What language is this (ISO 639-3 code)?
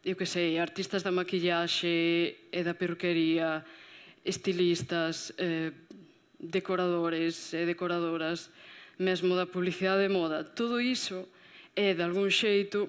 glg